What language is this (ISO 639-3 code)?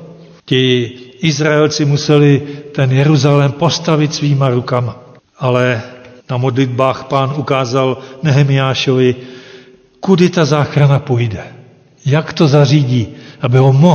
ces